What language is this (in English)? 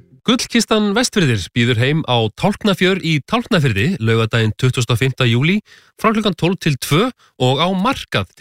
Icelandic